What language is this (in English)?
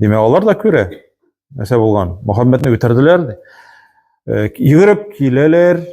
Tatar